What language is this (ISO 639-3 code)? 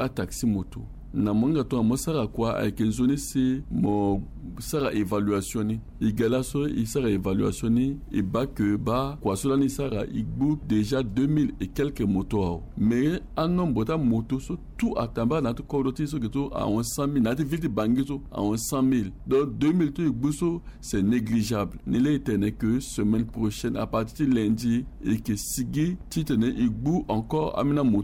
sag